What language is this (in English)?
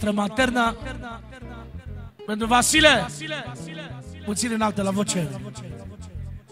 Romanian